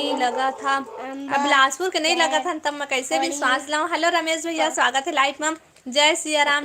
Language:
Chhattisgarhi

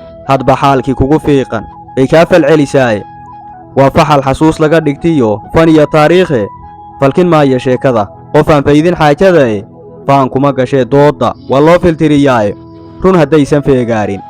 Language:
Somali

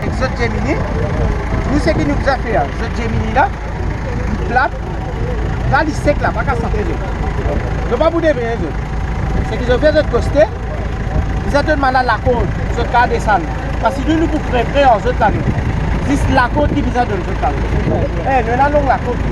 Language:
Morisyen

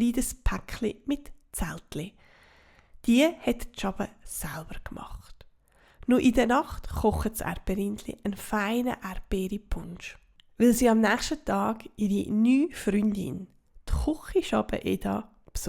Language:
Swiss German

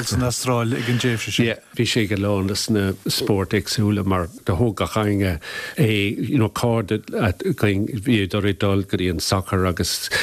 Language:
Irish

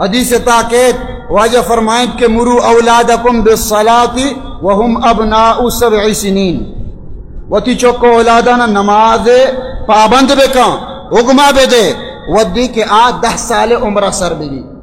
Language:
Baluchi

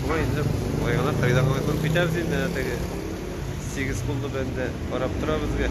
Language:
Tatar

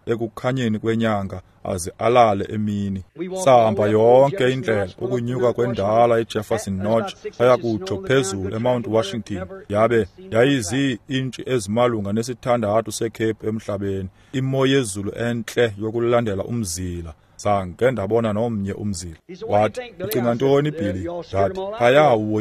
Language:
Xhosa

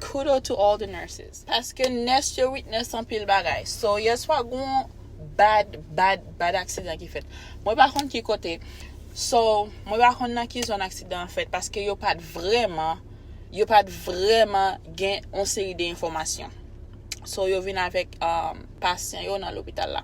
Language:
Haitian Creole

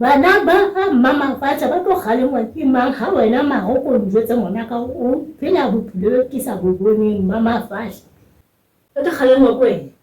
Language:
Southern Sotho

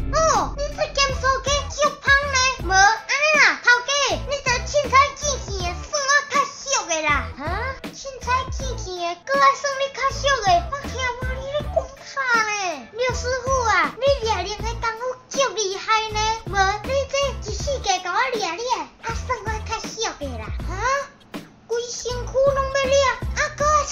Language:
Min Nan Chinese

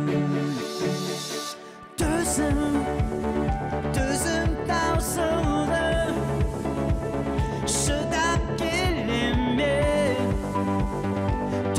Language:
Kazakh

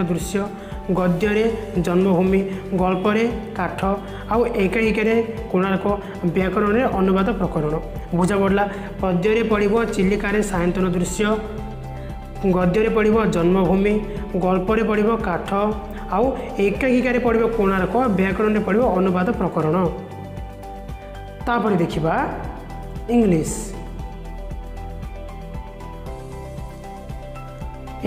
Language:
Odia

